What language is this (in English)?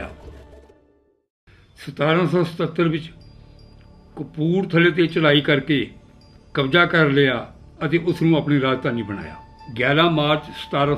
Punjabi